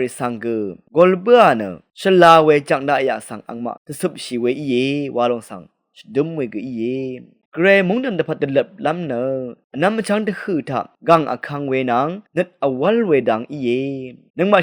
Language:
Rawang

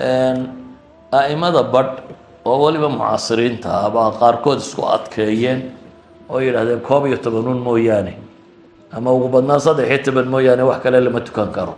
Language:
Somali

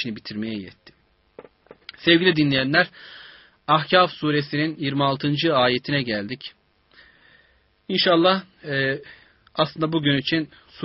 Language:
Turkish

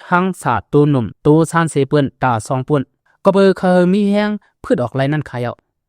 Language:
Lao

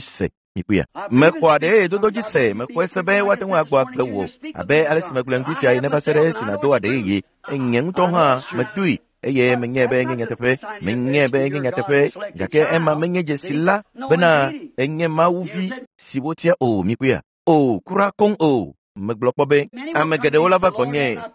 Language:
Ewe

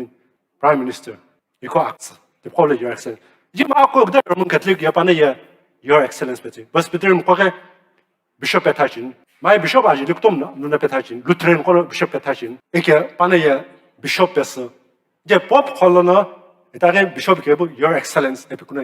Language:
Sumi Naga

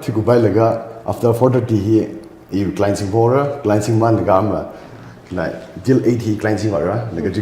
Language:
Tangkhul Naga (India)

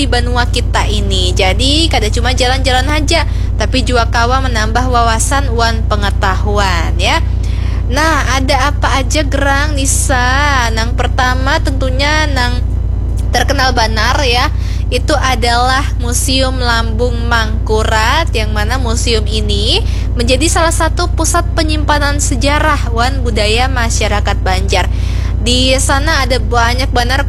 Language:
Banjar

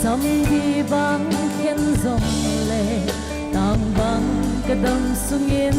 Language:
Paite Chin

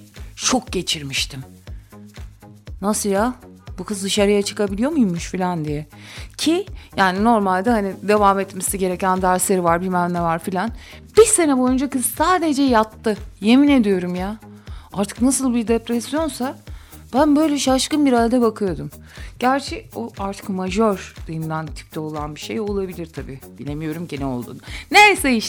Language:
Turkish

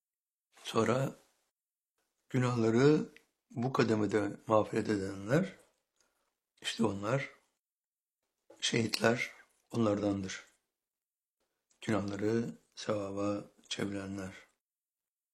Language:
Turkish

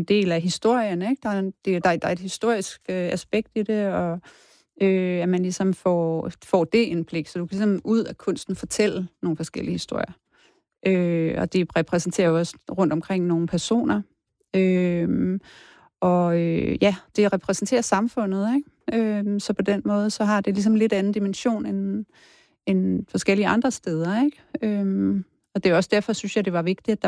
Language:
Danish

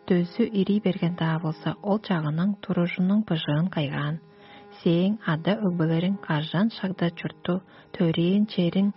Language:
Tuvinian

